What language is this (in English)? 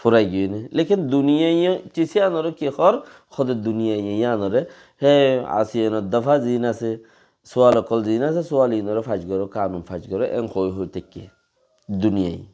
Rohingya